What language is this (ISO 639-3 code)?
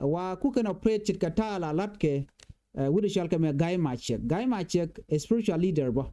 nus